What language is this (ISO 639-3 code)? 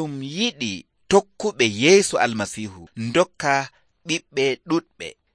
fuv